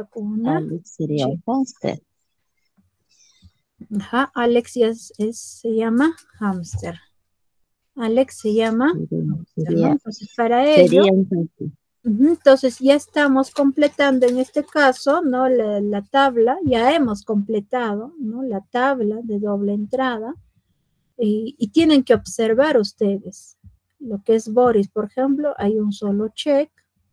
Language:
Spanish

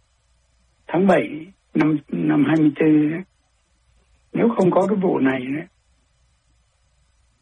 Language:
Vietnamese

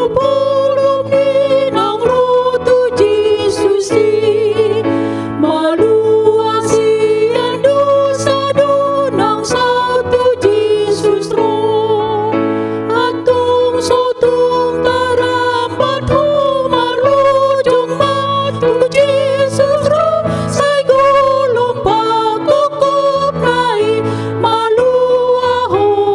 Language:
Batak Toba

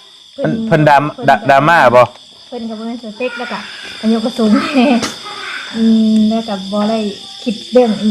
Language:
Northeastern Thai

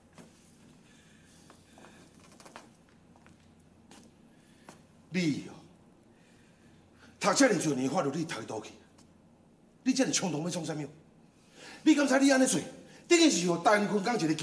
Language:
Min Nan Chinese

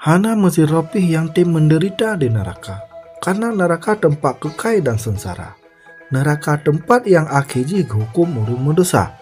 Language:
Achinese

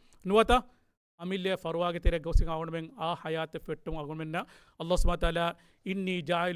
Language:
Divehi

